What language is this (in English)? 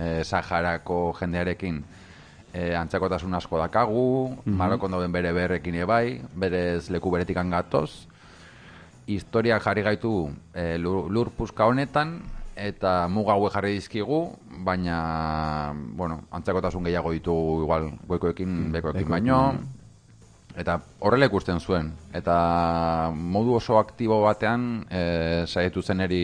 Basque